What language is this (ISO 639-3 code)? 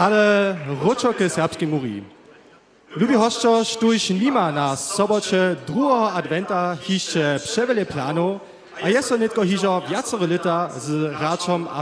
hsb